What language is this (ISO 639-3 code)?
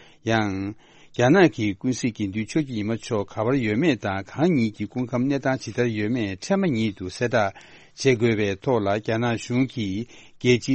bod